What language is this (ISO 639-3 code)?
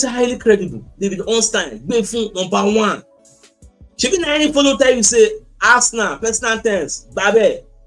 pcm